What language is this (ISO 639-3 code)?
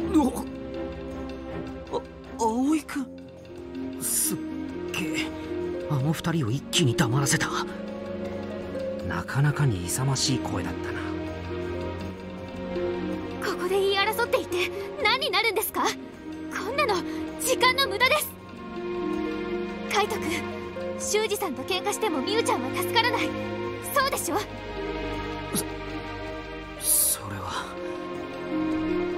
jpn